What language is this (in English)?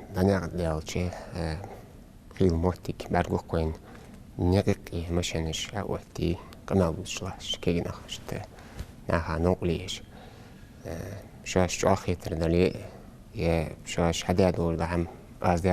Ingush